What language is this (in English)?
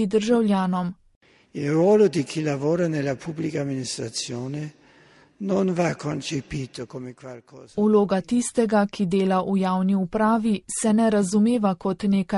Slovenian